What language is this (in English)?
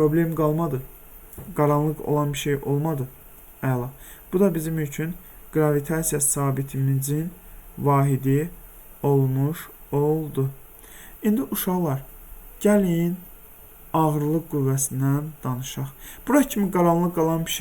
Azerbaijani